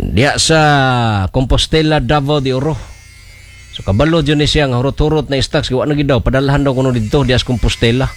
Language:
Cebuano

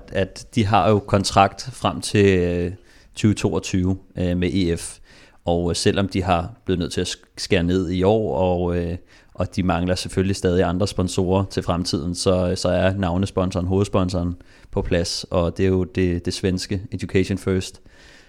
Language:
Danish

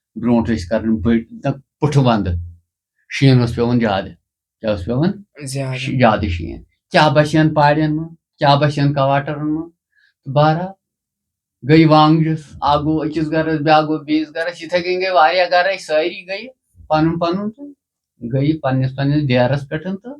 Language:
Kashmiri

